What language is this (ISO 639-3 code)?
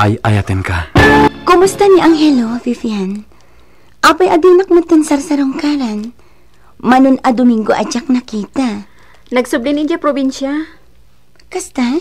ilo